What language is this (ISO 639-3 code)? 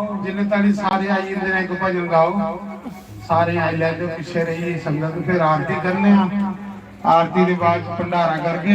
doi